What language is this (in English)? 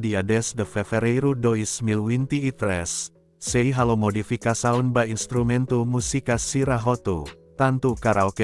Tetum